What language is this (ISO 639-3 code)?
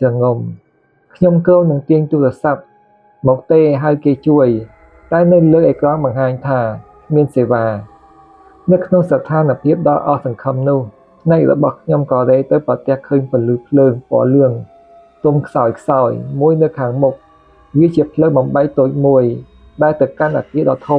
khm